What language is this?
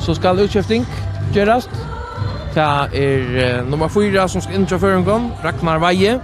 Faroese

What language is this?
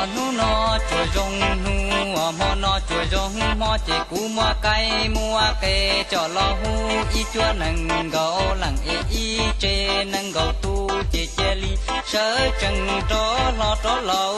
Hmong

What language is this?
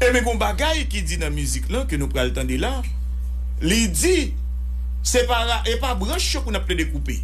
Haitian Creole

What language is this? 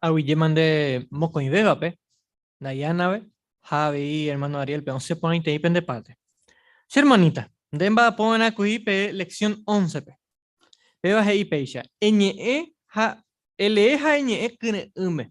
Guarani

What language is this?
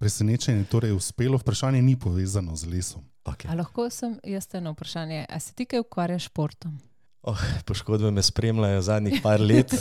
Slovenian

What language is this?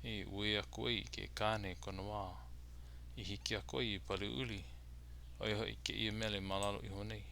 Hawaiian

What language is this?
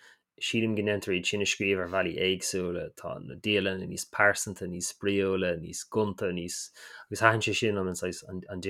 Irish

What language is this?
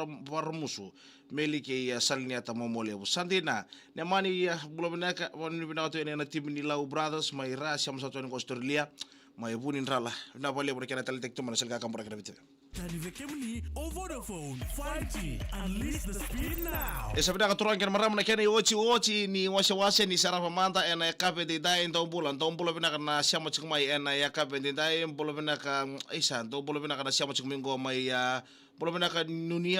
Fijian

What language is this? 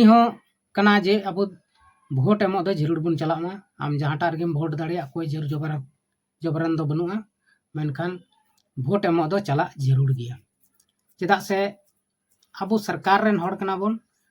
Santali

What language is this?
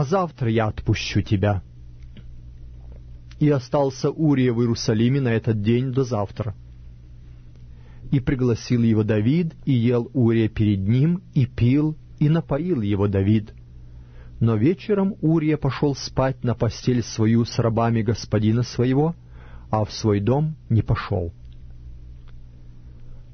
Russian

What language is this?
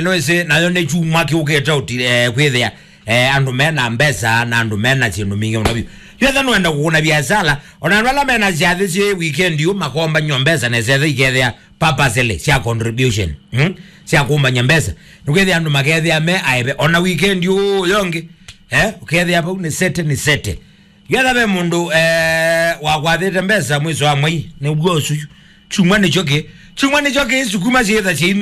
Kamba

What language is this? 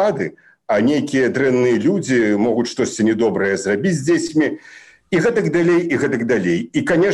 Belarusian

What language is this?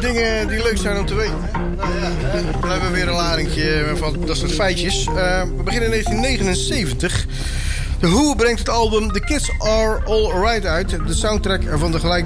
Dutch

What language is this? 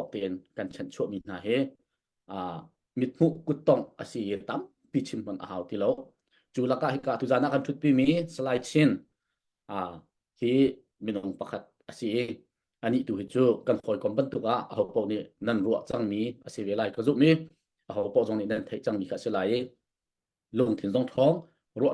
Hakha Chin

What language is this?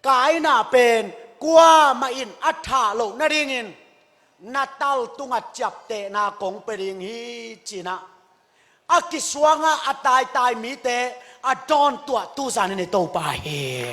Tedim Chin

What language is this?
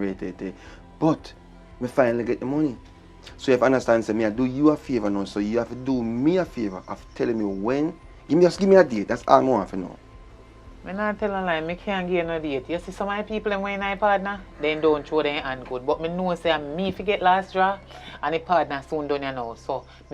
Jamaican Creole English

